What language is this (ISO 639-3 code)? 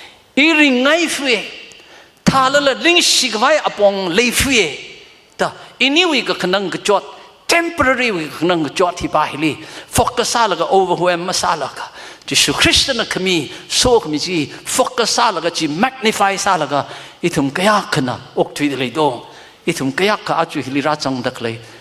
nmf